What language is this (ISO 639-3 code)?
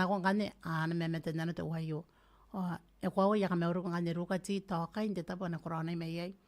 gil